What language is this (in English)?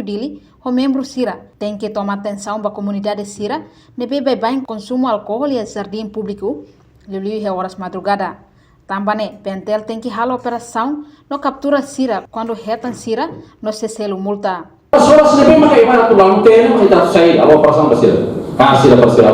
Tetum